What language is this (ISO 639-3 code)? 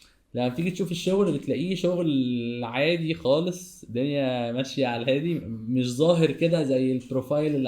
arz